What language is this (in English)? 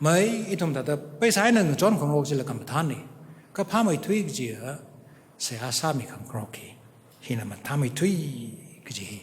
Tangkhul Naga (India)